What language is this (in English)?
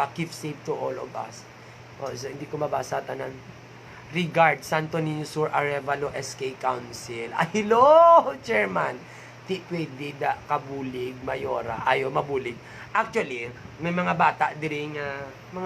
Hiligaynon